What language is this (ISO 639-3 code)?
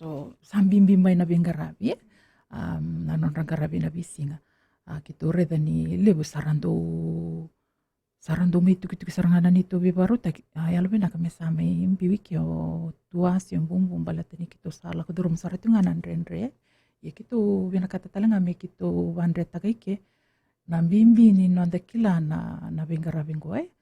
fij